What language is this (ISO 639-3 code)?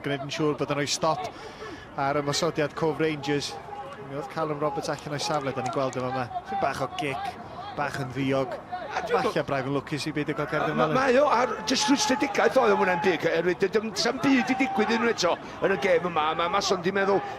cym